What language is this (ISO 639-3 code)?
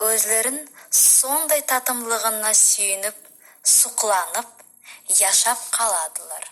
nog